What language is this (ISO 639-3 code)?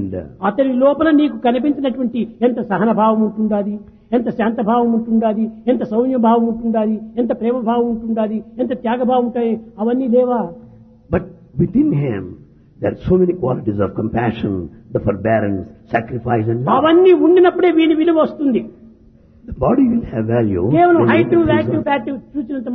tel